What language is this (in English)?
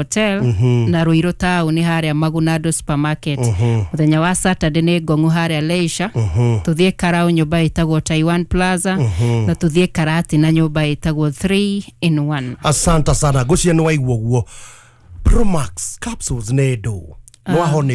Kikuyu